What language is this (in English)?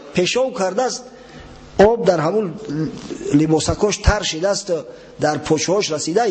Tajik